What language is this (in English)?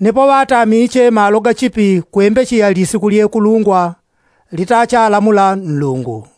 Yao